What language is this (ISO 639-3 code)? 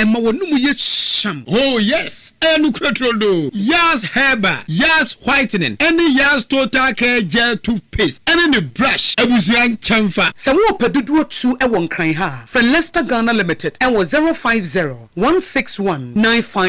aka